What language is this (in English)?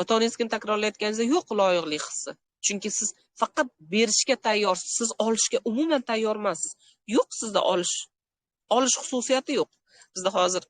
Uzbek